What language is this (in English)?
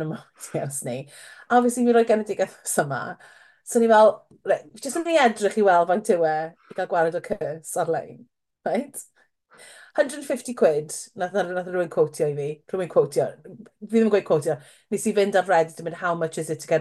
Welsh